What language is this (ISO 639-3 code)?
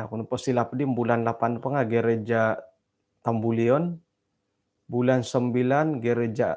dtp